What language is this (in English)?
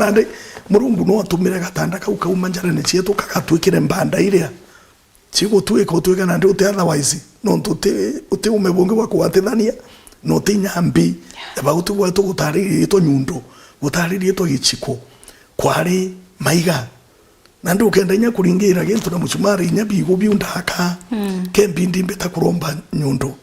Meru